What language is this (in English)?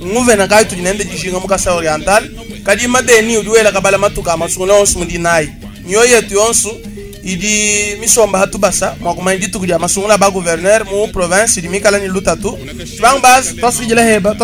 Luba-Lulua